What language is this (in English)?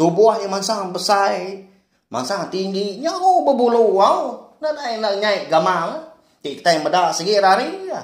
Iban